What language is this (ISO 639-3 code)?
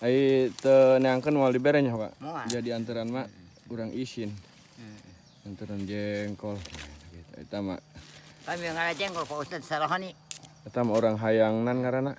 sun